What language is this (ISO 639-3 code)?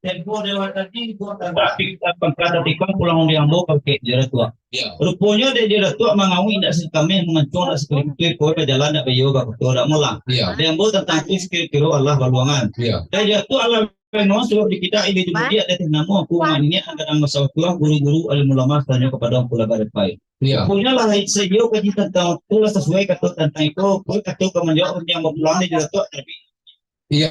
min